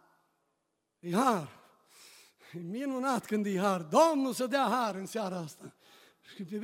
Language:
Romanian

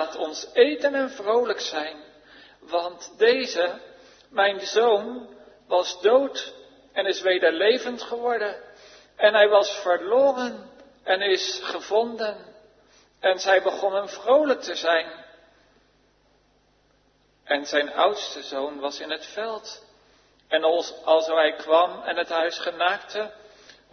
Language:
Dutch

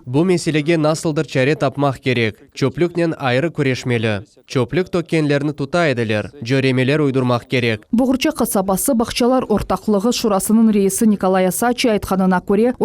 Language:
Crimean Tatar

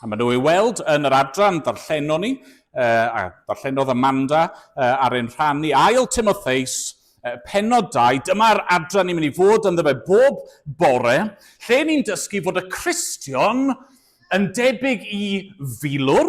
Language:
Welsh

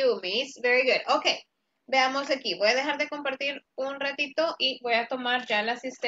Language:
Spanish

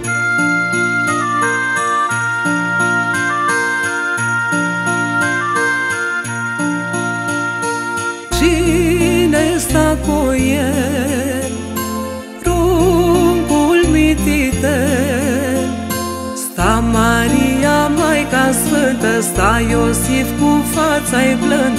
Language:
Romanian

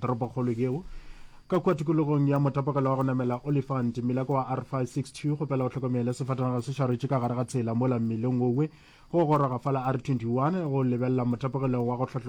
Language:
Northern Sotho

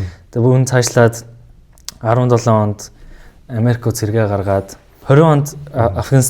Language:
Mongolian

